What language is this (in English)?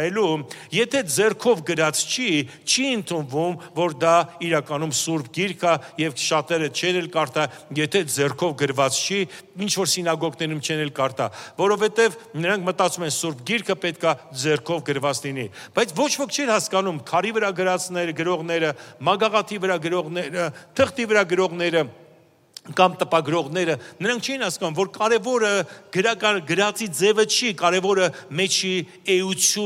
Armenian